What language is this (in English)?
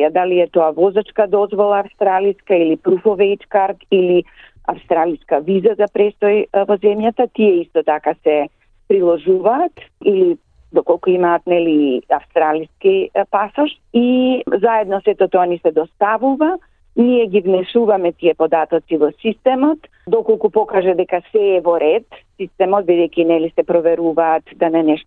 Macedonian